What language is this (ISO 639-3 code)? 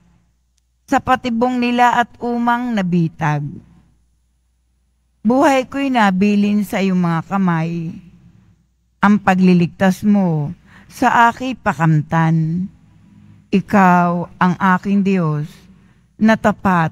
fil